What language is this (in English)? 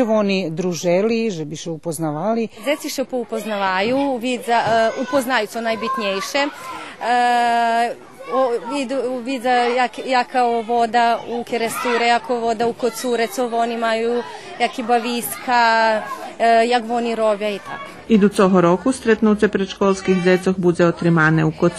Rusyn